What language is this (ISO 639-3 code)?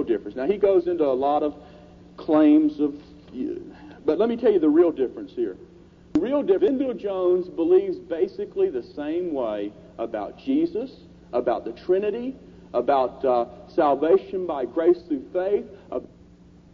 eng